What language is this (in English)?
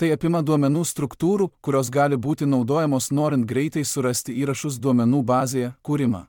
Lithuanian